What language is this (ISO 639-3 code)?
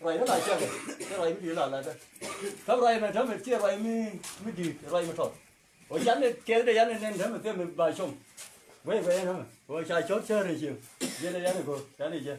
nus